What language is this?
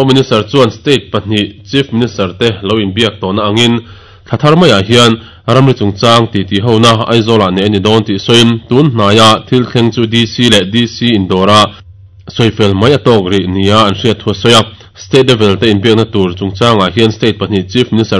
Mizo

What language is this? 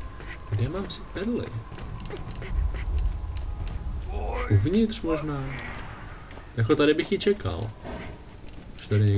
Czech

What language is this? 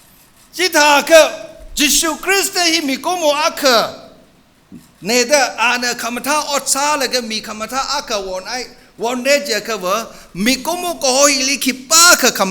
Tangkhul Naga (India)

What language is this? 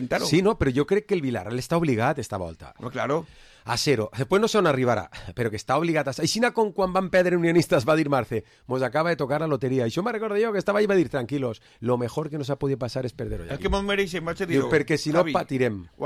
Catalan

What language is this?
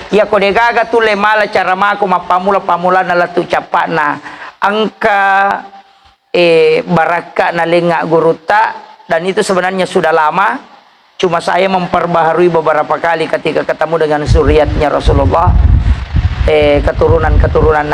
Buginese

